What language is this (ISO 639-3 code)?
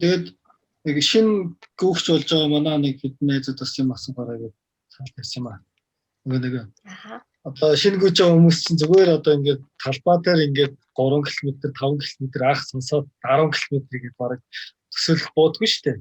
mon